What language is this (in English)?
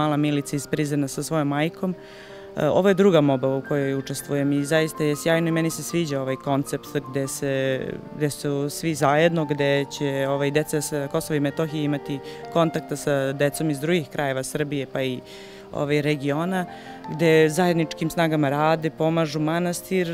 Serbian